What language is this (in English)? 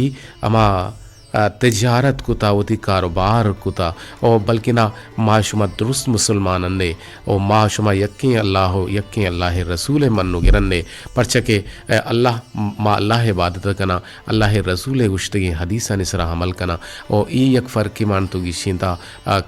Eastern Balochi